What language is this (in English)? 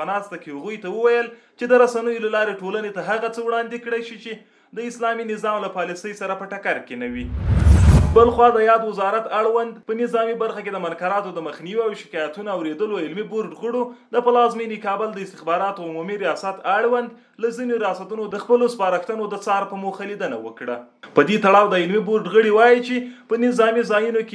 Pashto